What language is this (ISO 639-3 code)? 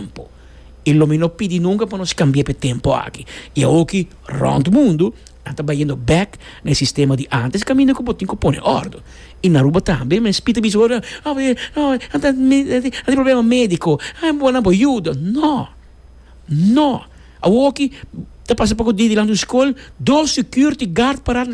pap